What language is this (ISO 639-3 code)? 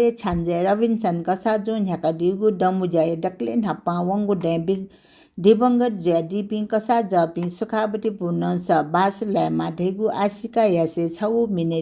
new